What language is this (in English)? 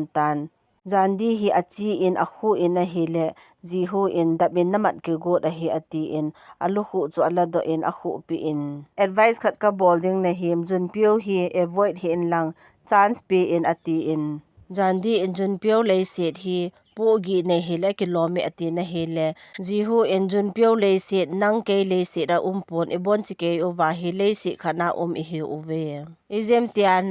Thado Chin